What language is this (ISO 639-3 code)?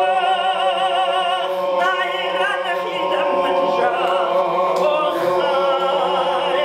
oss